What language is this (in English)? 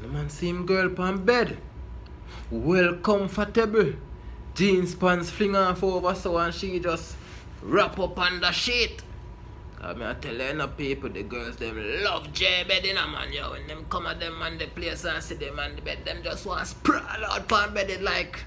Jamaican Creole English